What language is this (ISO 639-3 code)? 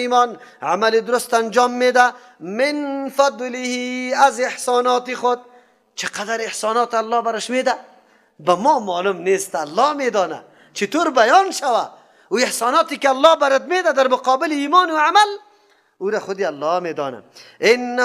fas